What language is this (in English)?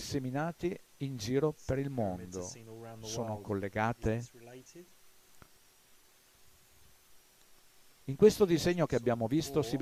Italian